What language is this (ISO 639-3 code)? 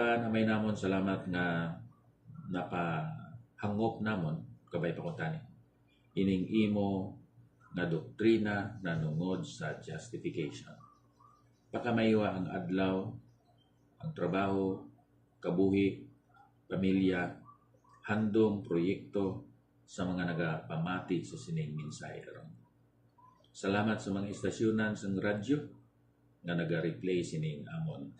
hil